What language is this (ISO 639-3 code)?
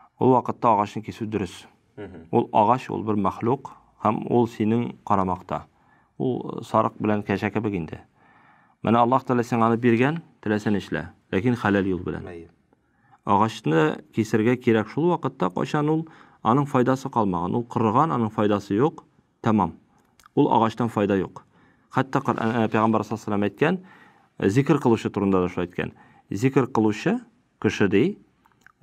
tat